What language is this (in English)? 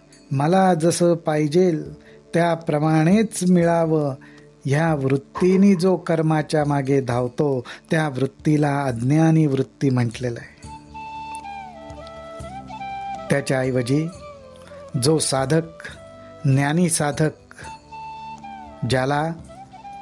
Marathi